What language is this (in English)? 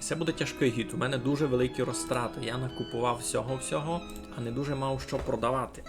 Rusyn